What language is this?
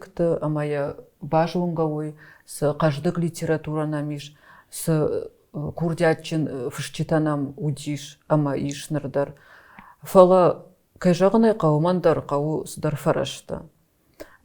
Ossetic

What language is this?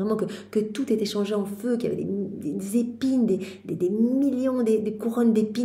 French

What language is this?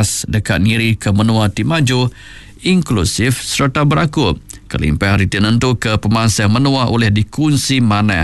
Iban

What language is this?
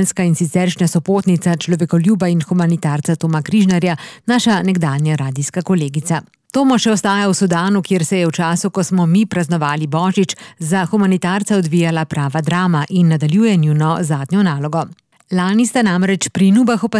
Slovenian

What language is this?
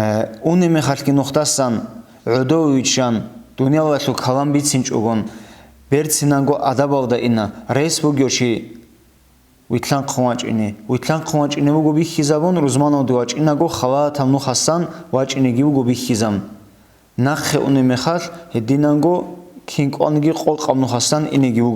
Avaric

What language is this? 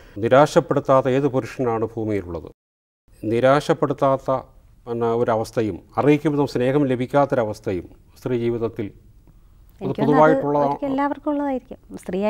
Malayalam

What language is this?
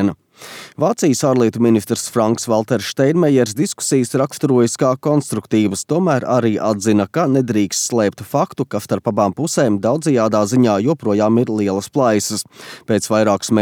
Latvian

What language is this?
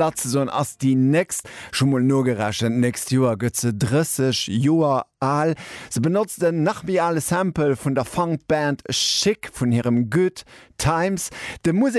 Luxembourgish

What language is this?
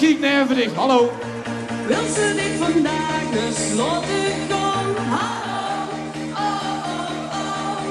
Limburgish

